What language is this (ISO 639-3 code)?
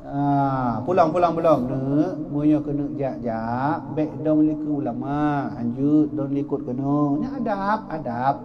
ace